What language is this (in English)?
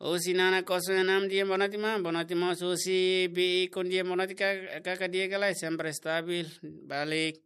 Tetum